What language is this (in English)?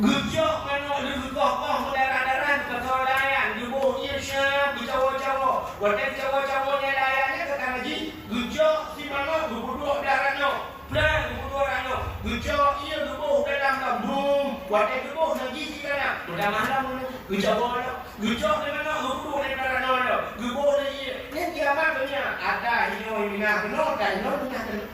Achinese